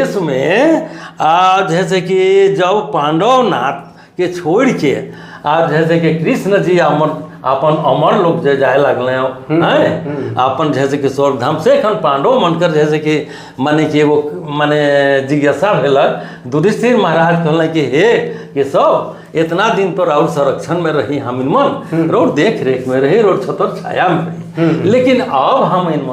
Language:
Sadri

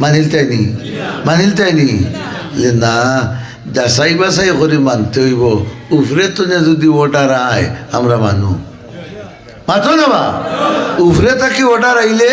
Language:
Sylheti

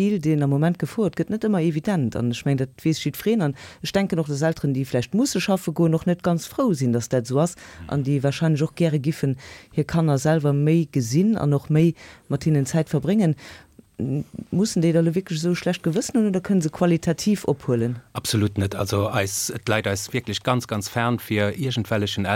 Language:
Luxembourgish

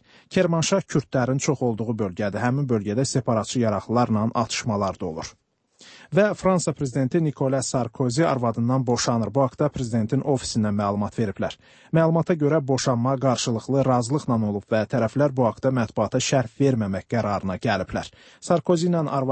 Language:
Azerbaijani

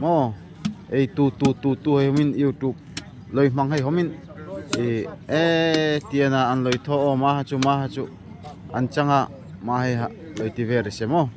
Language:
Darlong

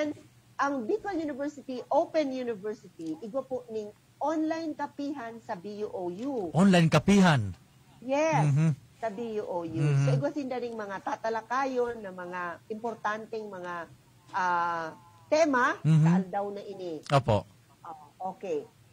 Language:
Bikol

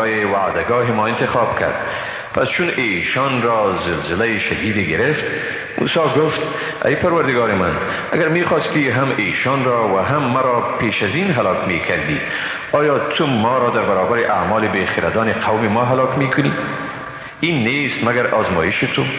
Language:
Persian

